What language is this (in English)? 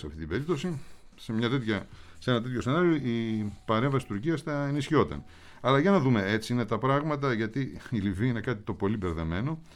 Greek